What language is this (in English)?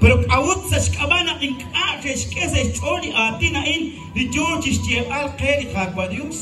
Kekchí